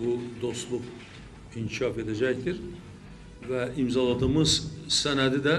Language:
Azerbaijani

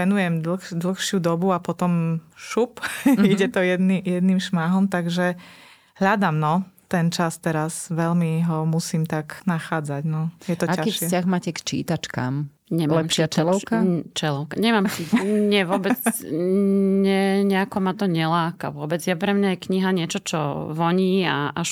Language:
Slovak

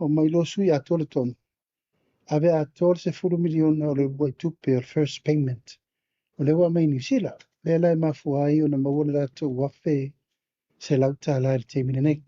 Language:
Samoan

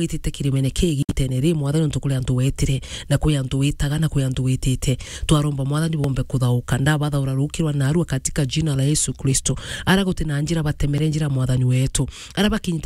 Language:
Meru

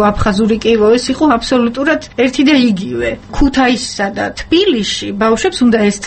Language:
Georgian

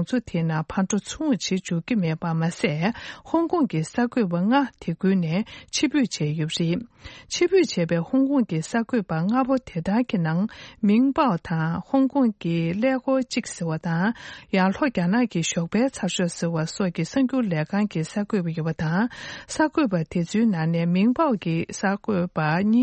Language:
Tibetan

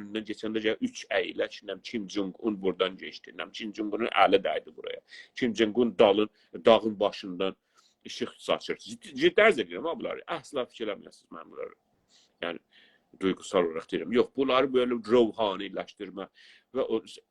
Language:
South Azerbaijani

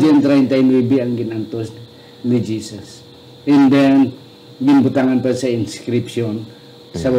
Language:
Hiligaynon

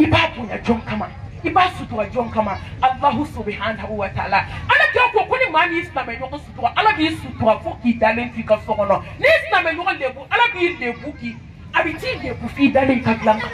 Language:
Bambara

